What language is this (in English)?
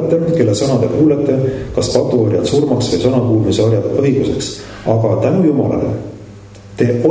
Estonian